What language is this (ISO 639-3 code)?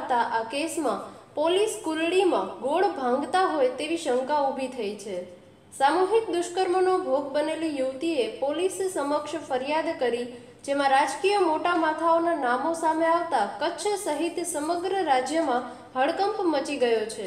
guj